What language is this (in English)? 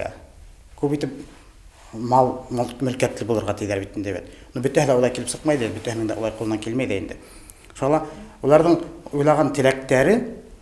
Bashkir